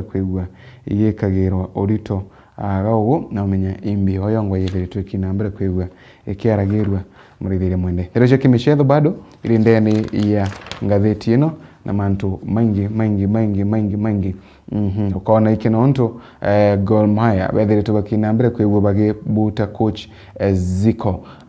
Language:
Meru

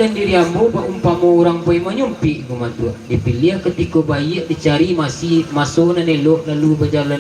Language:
Minangkabau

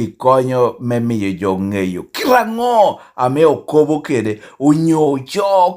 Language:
Lango (Uganda)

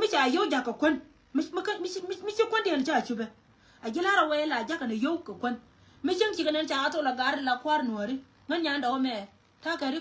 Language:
Nuer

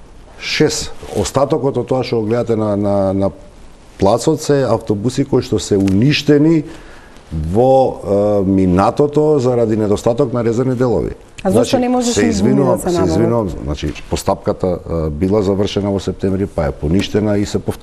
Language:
Macedonian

